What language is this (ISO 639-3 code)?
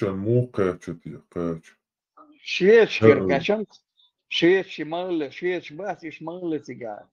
che